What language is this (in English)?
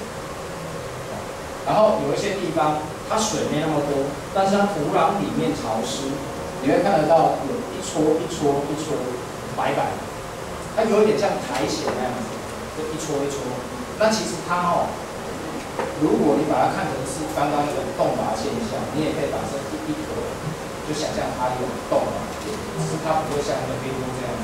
Chinese